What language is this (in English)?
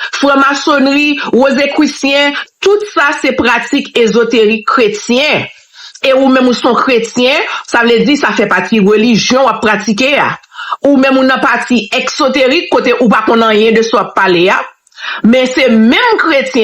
Haitian Creole